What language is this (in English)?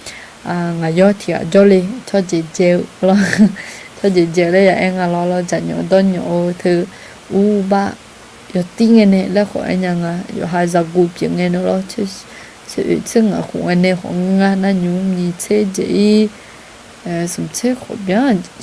Akha